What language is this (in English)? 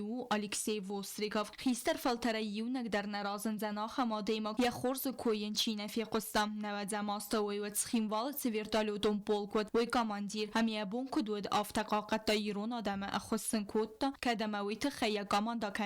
Ossetic